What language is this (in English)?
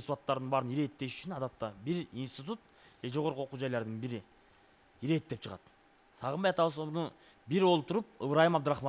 Kyrgyz